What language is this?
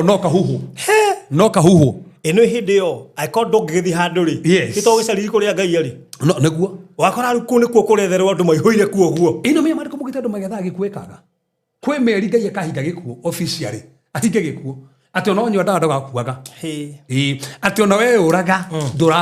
Kikuyu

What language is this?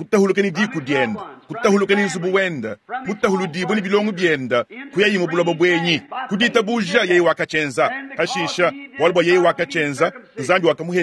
Luba-Lulua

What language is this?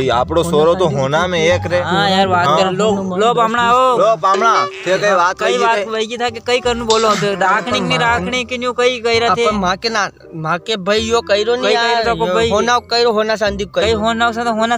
Rajasthani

